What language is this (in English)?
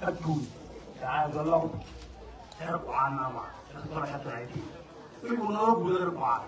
Northern Sotho